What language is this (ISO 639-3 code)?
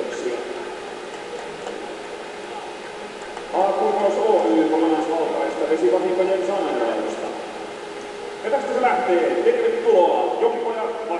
fin